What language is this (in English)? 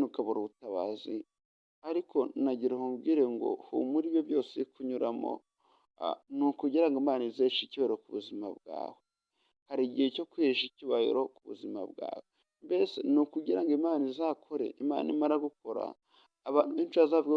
Kinyarwanda